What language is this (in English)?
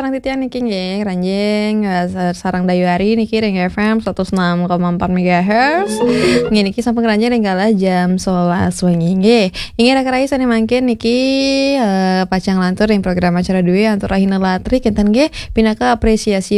Balinese